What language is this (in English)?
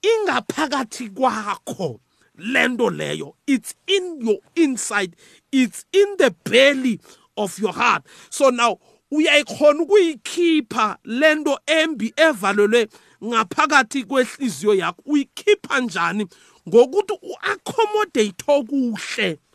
South Ndebele